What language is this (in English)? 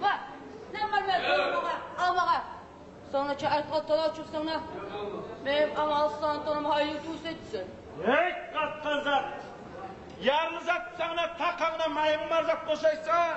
Kumyk